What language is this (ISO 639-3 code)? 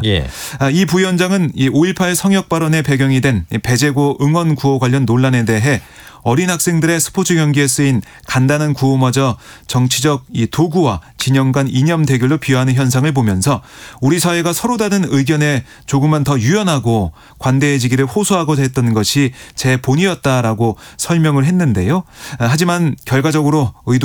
kor